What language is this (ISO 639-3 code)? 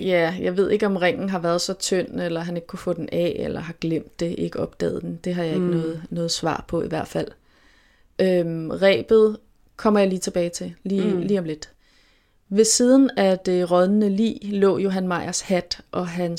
dan